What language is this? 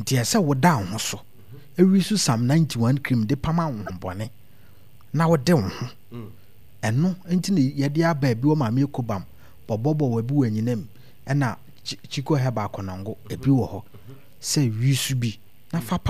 Akan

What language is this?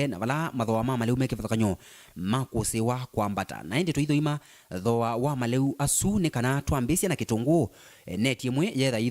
Kamba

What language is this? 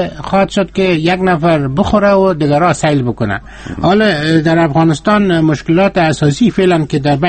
Persian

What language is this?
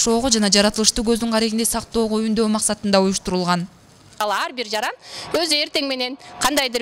Kyrgyz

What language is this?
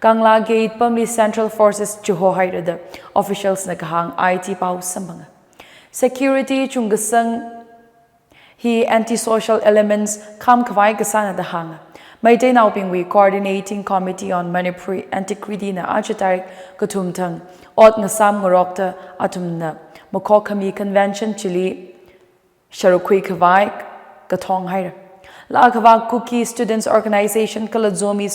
Tangkhul Naga (India)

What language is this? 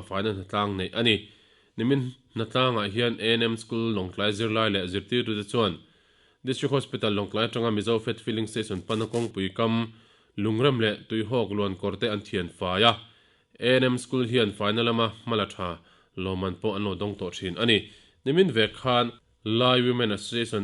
Mizo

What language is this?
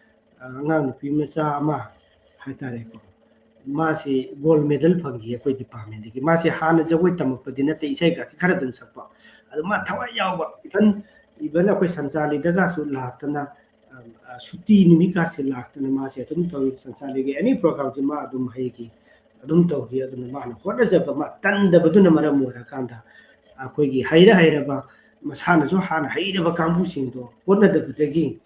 Manipuri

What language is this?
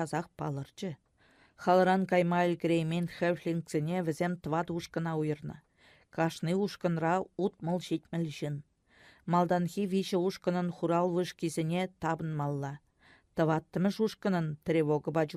Chuvash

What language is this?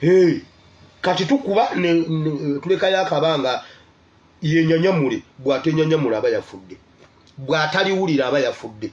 Ganda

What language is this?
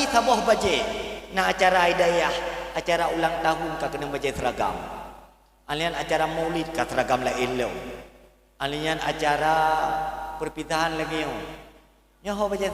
Achinese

